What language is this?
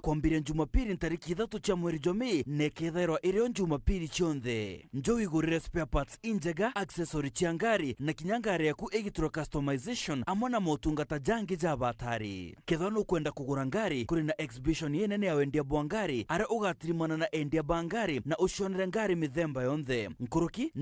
Meru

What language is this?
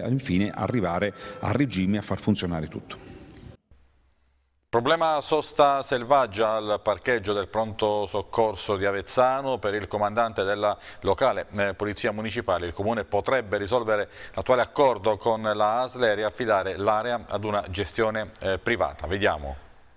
Italian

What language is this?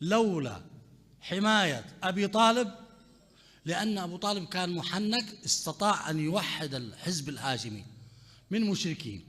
Mesopotamian Arabic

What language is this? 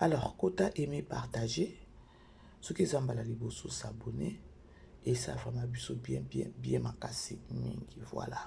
Lingala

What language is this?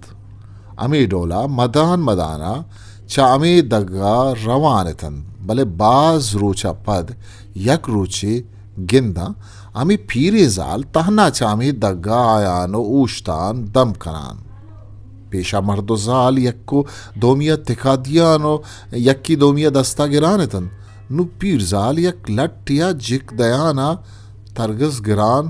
Eastern Balochi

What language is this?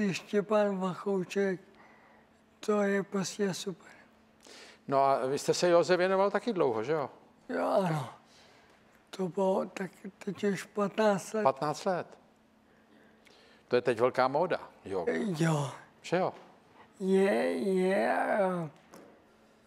Czech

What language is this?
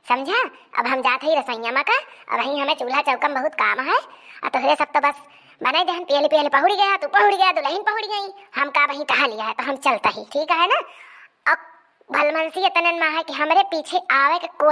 Awadhi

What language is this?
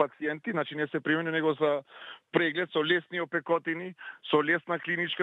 Macedonian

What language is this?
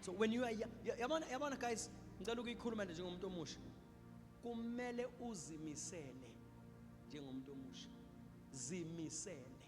Zulu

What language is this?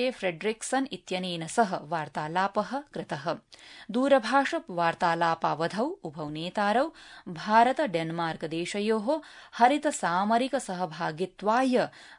Sanskrit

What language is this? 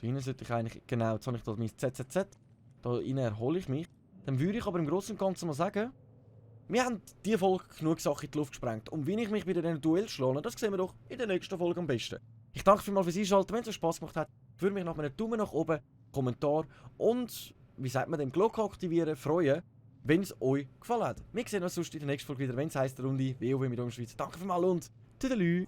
Swiss German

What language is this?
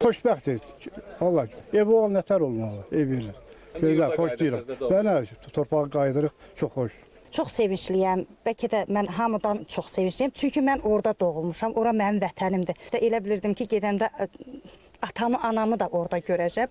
Azerbaijani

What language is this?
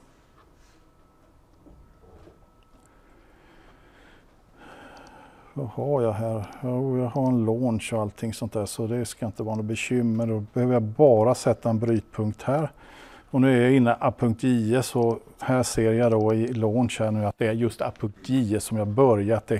Swedish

